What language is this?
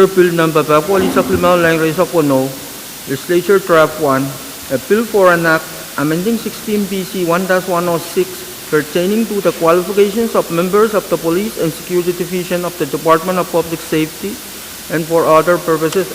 Pohnpeian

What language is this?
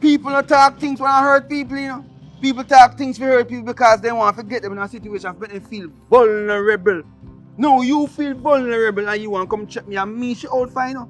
Jamaican Creole English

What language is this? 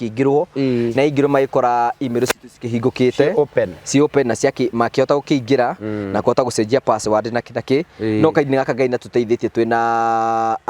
Kikuyu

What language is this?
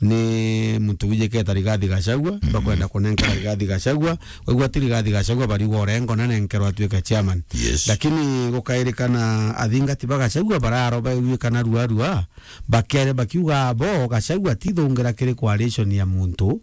Meru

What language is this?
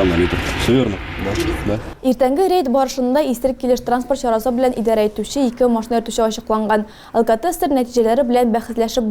Tatar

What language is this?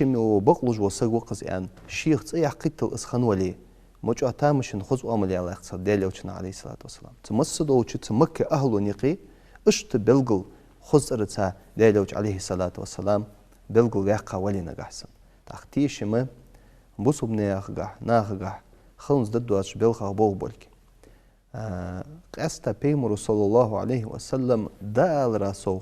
Ingush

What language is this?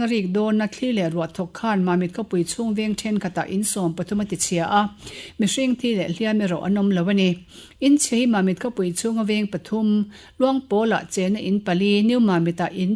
Mizo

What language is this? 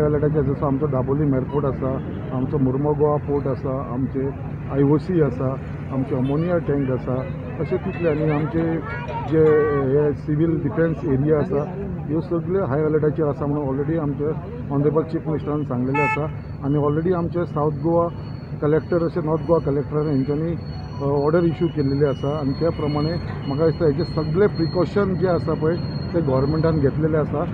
Konkani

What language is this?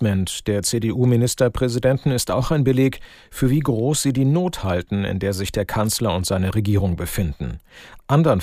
German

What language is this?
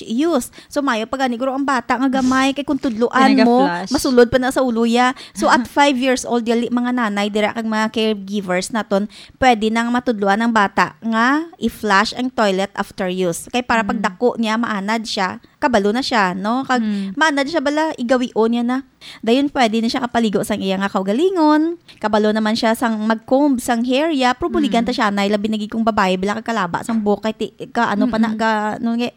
Hiligaynon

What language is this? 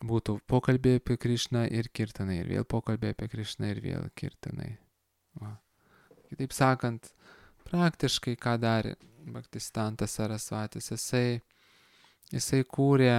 Lithuanian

